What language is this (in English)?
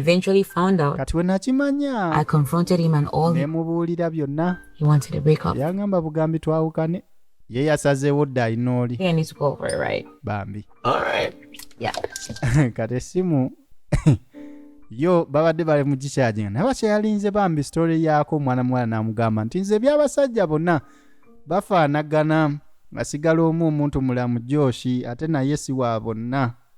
Ganda